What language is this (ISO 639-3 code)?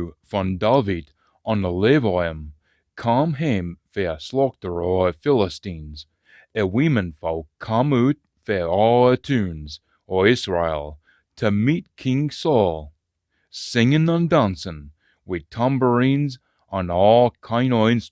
sco